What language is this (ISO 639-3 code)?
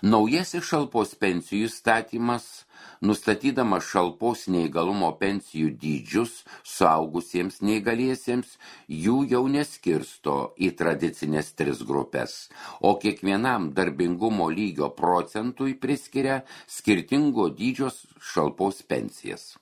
lit